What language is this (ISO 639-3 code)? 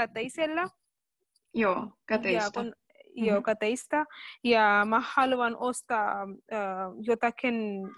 fin